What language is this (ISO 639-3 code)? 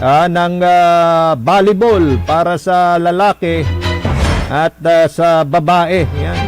pag